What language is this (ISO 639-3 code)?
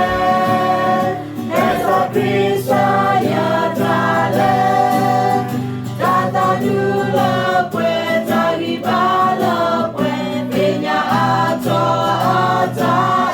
ksw